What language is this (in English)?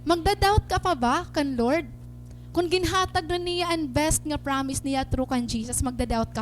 Waray